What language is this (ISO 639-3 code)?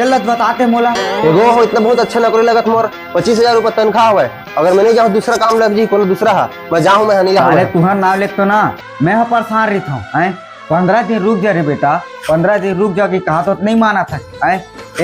hne